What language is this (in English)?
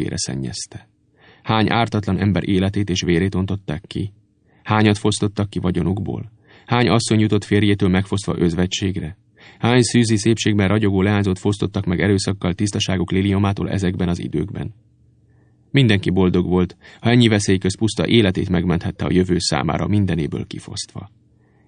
Hungarian